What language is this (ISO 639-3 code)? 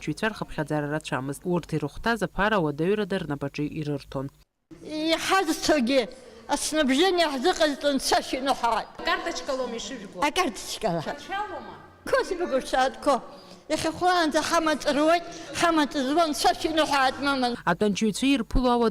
abk